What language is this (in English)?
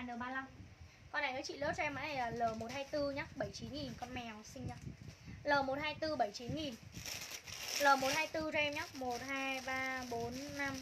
Vietnamese